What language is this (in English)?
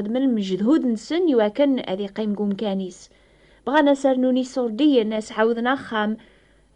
Kabyle